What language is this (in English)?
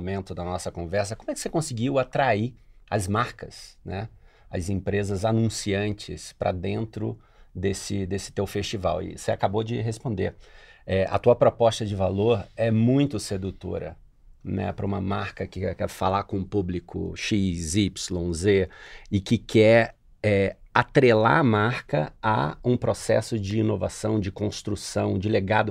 Portuguese